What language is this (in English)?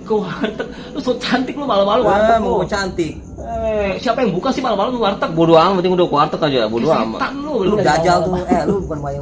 Betawi